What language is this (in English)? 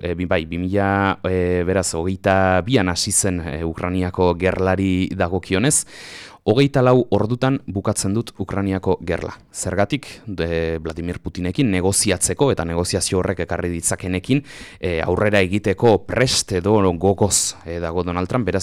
Basque